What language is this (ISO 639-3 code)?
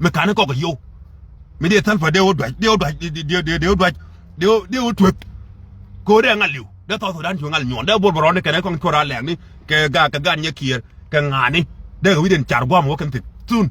nus